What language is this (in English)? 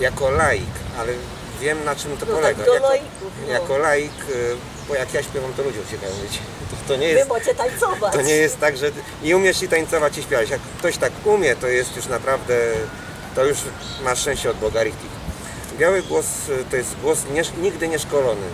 Silesian